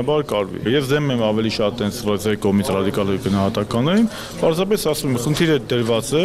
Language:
Armenian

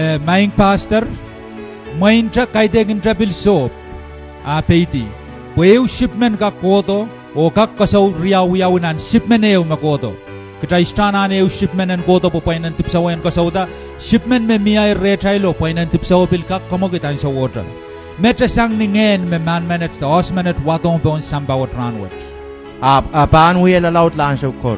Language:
Pohnpeian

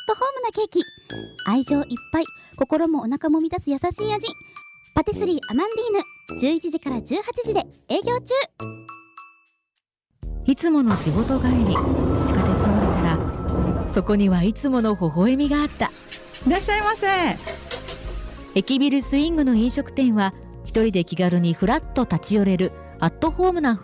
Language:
Japanese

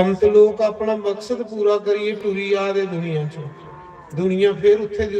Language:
Dogri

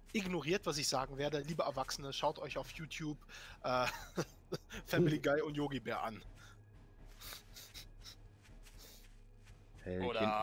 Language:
German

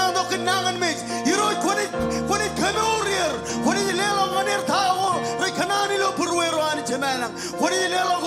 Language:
Marshallese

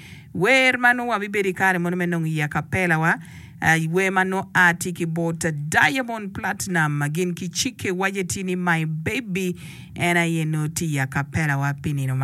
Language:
Acoli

